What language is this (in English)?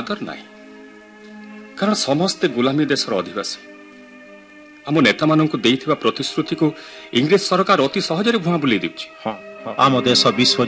Odia